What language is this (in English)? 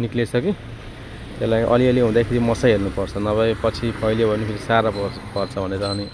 Nepali